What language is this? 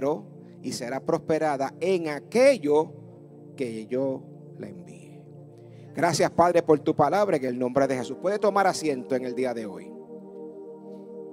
Spanish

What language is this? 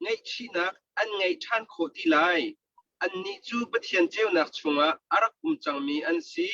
Hakha Chin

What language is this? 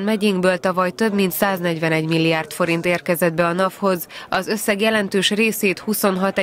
Hungarian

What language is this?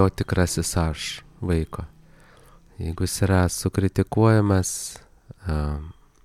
Lithuanian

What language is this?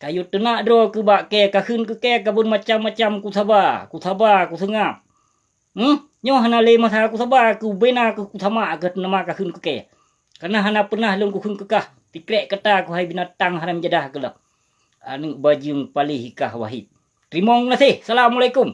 Achinese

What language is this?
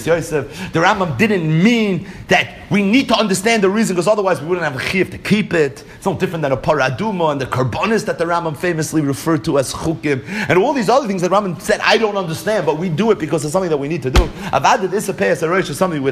English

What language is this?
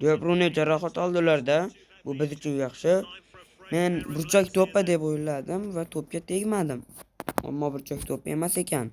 Uzbek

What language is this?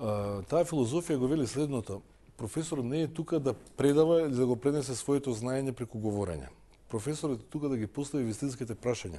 Macedonian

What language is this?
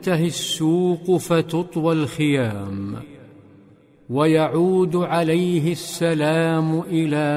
Arabic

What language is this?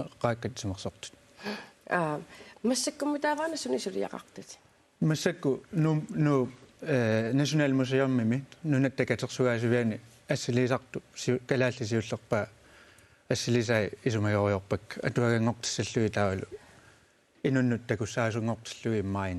Kalaallisut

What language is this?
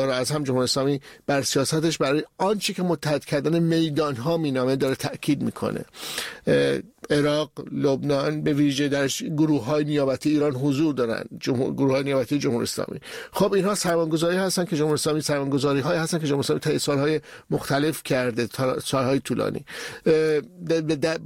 Persian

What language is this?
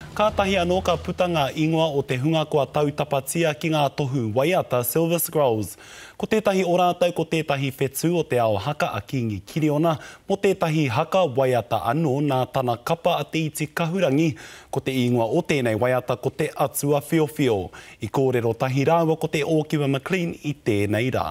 Māori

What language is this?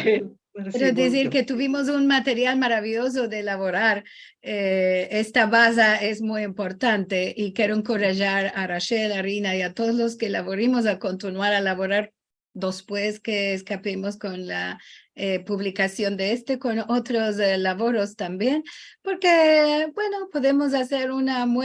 Ladino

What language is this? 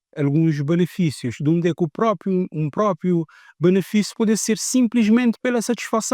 Kabuverdianu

